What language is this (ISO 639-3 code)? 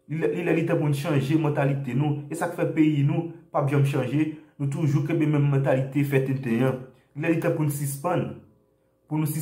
hat